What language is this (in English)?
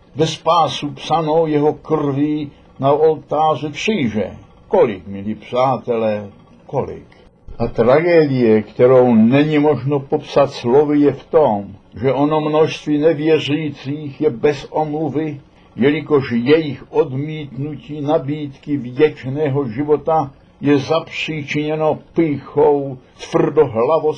Czech